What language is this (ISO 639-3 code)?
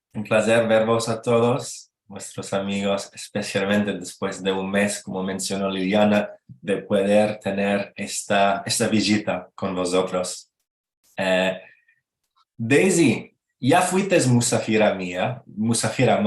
lad